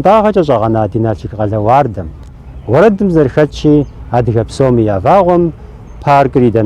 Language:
Kabardian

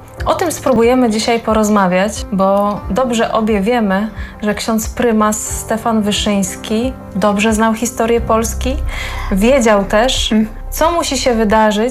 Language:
Polish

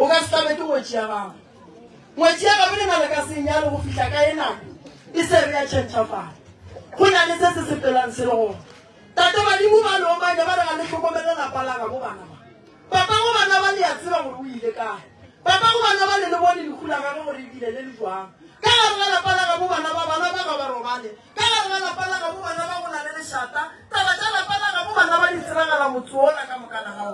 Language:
Northern Sotho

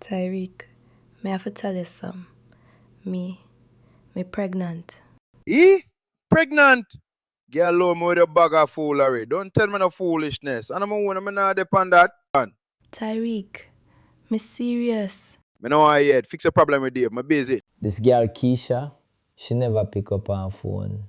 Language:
Jamaican Creole English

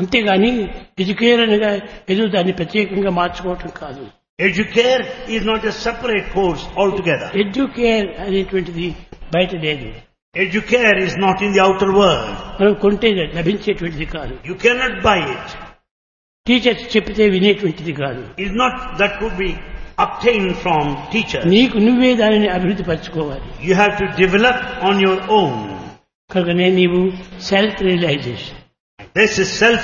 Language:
Telugu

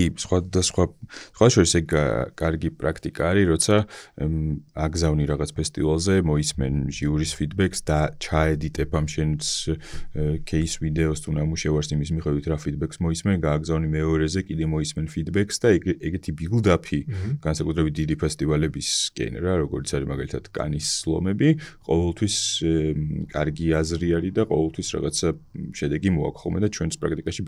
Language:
Georgian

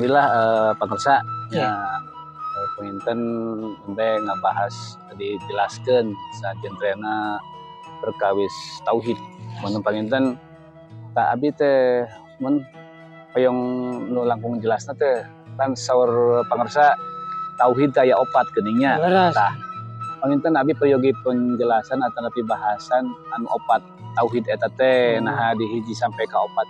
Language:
Sundanese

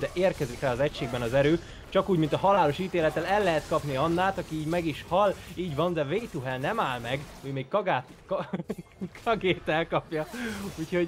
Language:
Hungarian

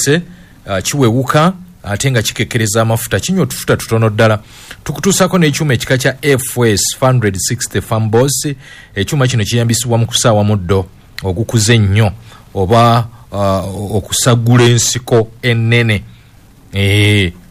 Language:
Ganda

